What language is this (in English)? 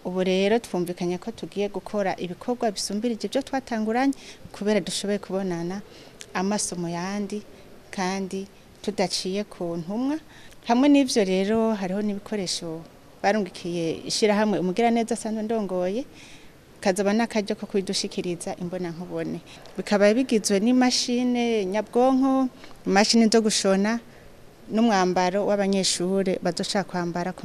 Rundi